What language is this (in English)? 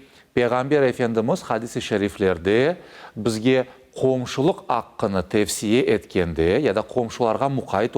Crimean Tatar